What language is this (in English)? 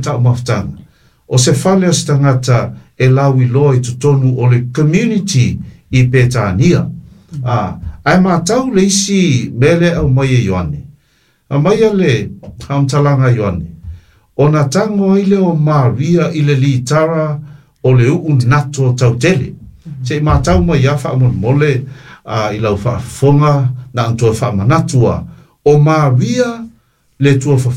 Samoan